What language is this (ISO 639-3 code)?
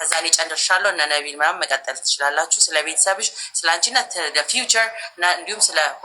amh